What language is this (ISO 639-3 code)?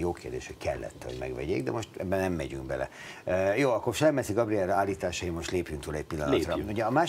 hun